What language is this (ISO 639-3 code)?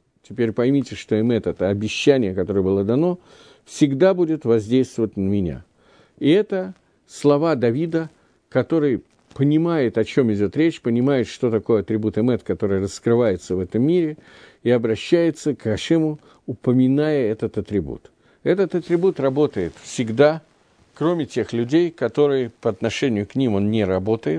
rus